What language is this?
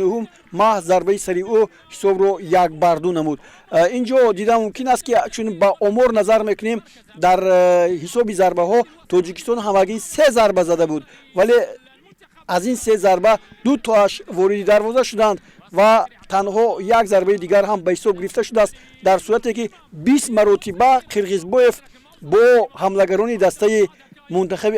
Tajik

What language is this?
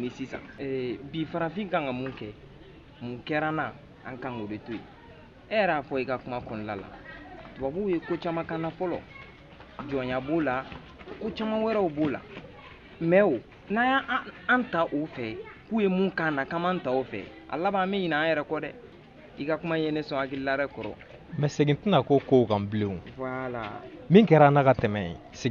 Bambara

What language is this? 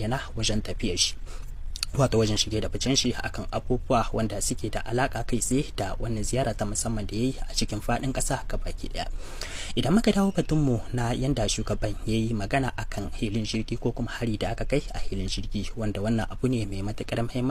Hausa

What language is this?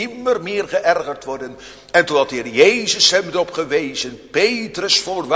Dutch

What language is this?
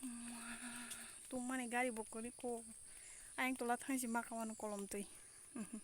Kok Borok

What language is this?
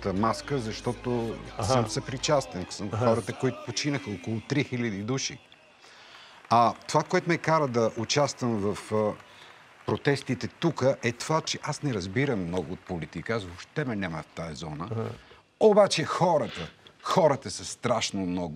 Bulgarian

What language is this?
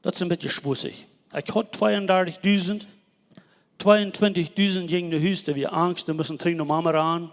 Plautdietsch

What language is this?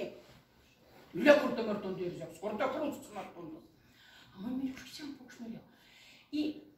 Erzya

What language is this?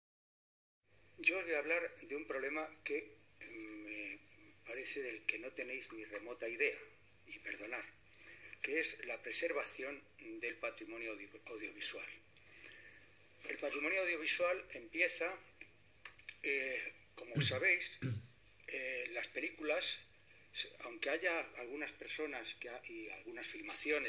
Spanish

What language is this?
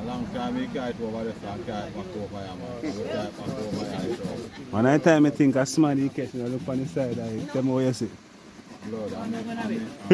Jamaican Creole English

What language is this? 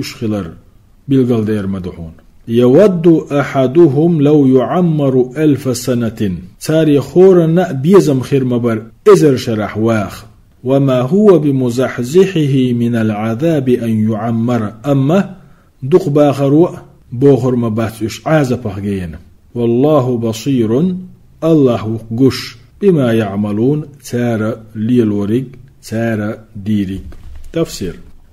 Chechen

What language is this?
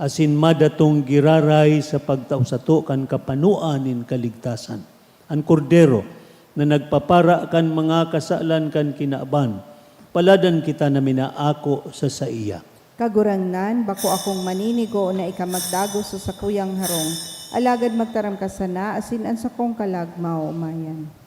Bikol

